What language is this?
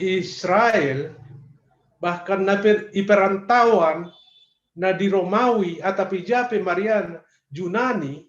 Batak Simalungun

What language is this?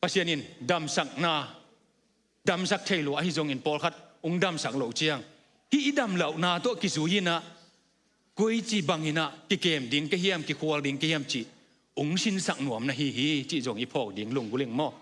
Tedim Chin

